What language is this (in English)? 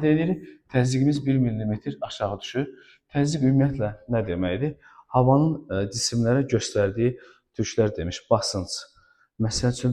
Azerbaijani